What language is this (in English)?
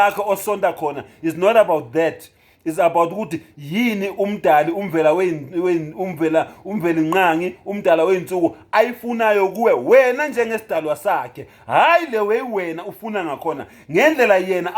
Zulu